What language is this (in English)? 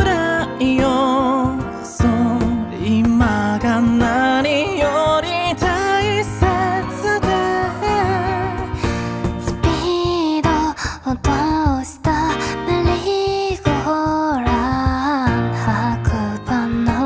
Japanese